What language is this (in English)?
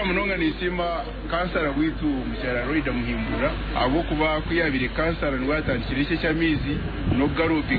Nyankole